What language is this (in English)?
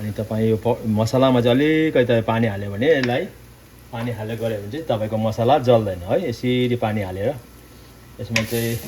Nepali